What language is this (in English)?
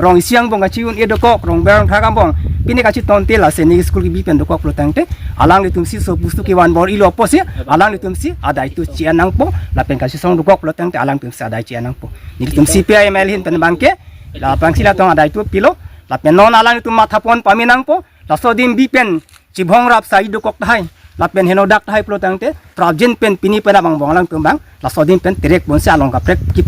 Karbi